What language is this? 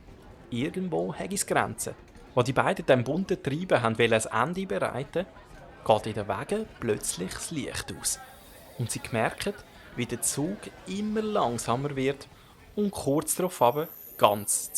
Swiss German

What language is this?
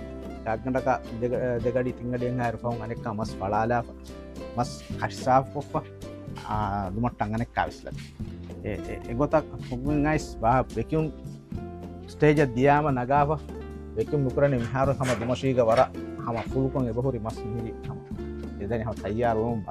Divehi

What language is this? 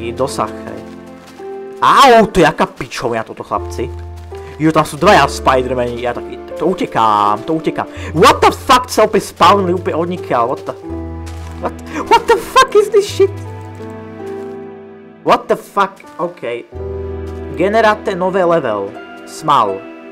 Slovak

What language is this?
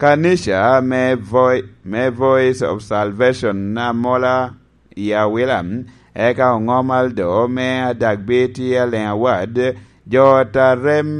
Lango (Uganda)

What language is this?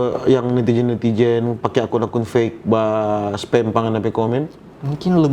Manado Malay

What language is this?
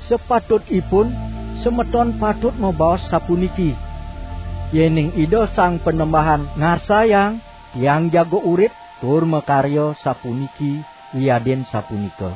Balinese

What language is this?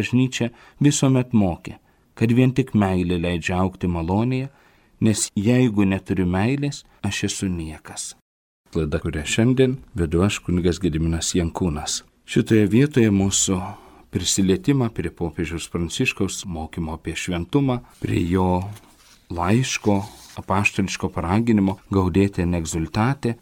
Lithuanian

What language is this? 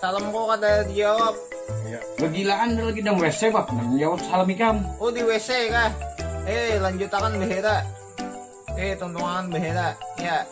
Banjar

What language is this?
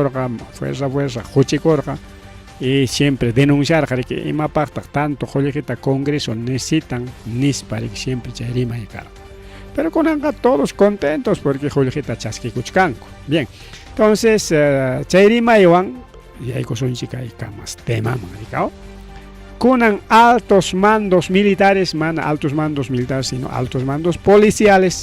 Ayacucho Quechua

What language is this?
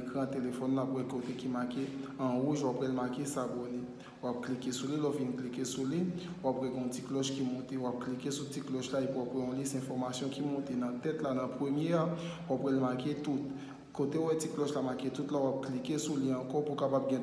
Haitian Creole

